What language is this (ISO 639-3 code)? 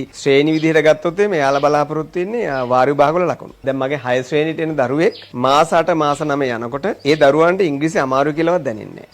sin